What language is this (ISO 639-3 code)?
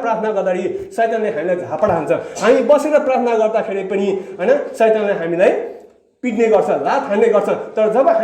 nep